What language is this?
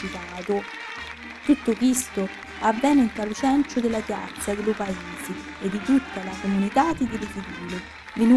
Sicilian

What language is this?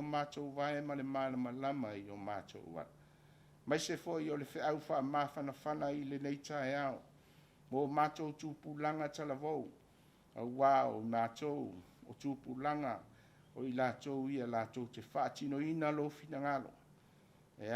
Samoan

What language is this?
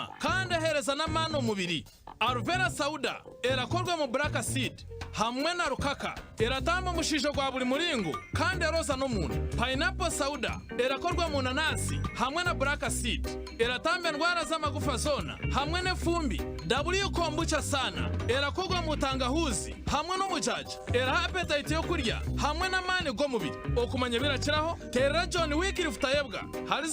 Nyankole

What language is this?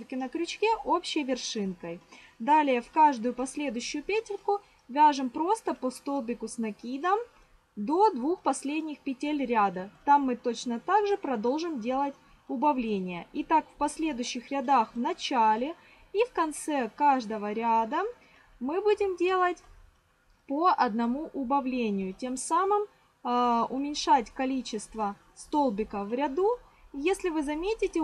Russian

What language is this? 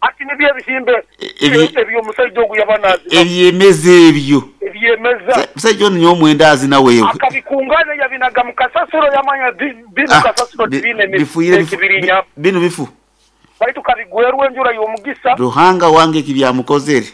Nyoro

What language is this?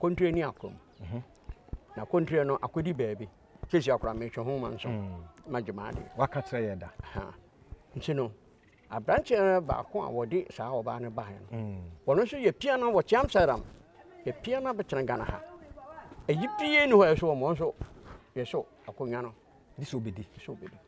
Akan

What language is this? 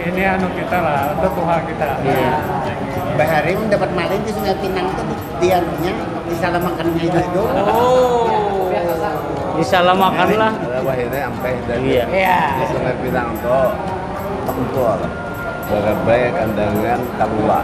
Banjar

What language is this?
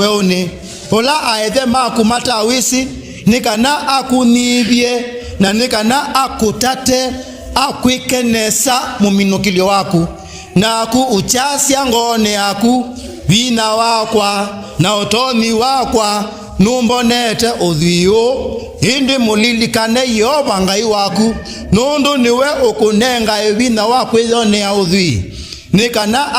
Kamba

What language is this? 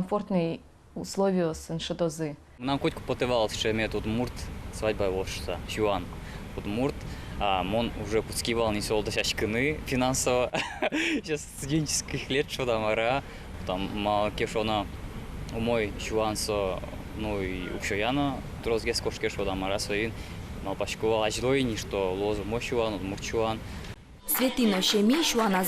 Udmurt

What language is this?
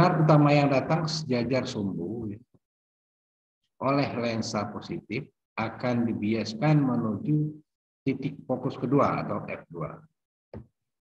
Indonesian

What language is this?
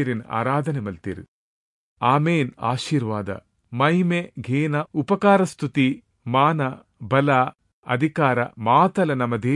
Tulu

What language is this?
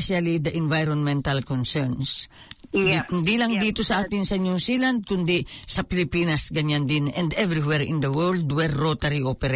Filipino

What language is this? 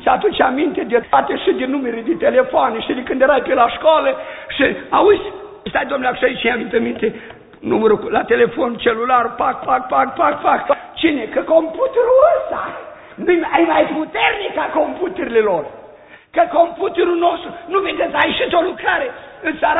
Romanian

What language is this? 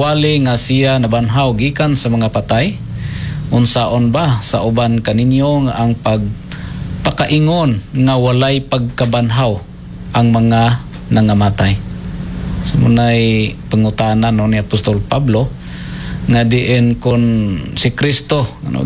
Cebuano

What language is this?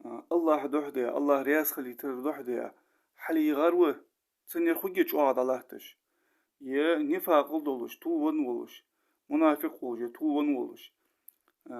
Ingush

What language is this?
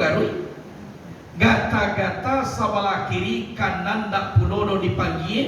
Minangkabau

